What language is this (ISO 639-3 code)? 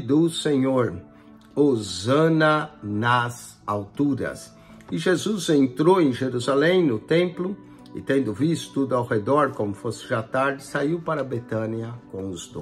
por